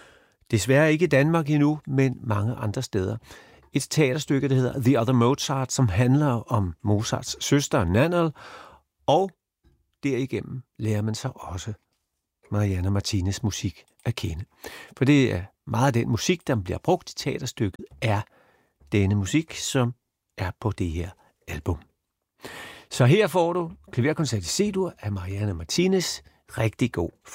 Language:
Danish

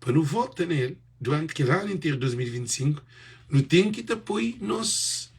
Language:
Kabuverdianu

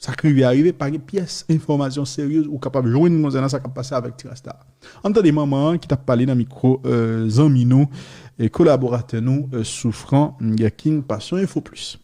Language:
Haitian Creole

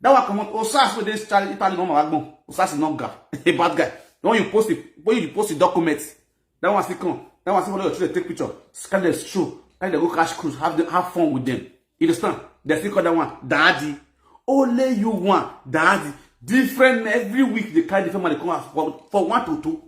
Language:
Nigerian Pidgin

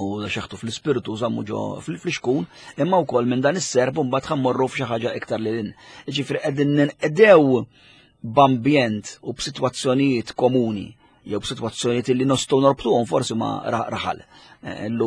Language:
Maltese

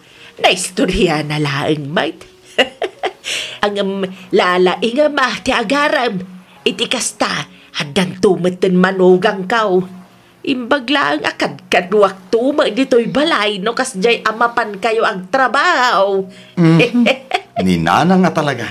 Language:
Iloko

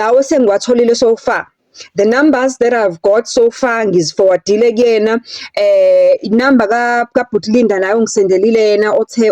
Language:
Zulu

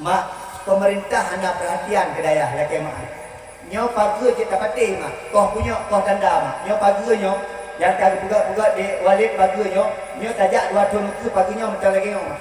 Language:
Achinese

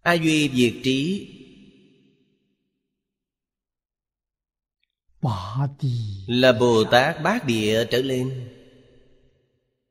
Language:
Vietnamese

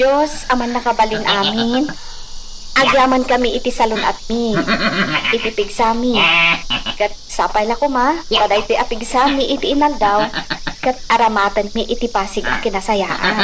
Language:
Iloko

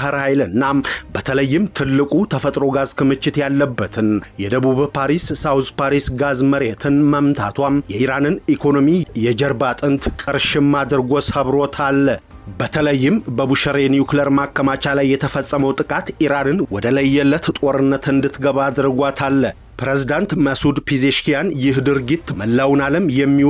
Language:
Amharic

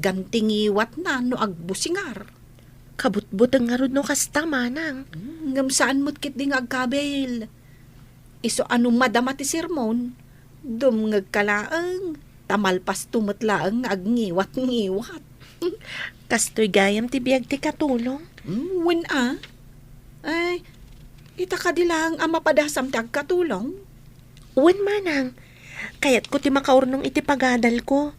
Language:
Iloko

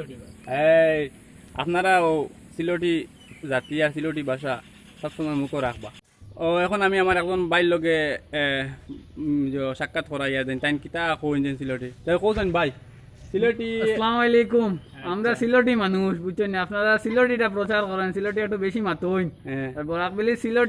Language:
Sylheti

